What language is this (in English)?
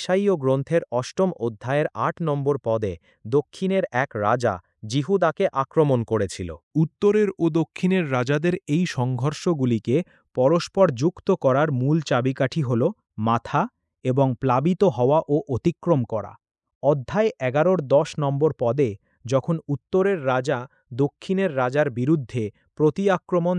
Bangla